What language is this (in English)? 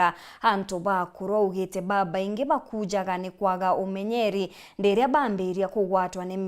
Meru